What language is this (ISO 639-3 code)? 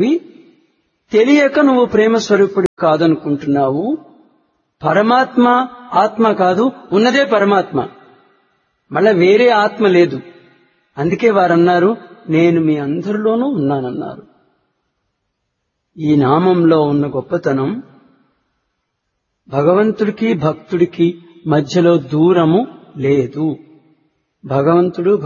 tel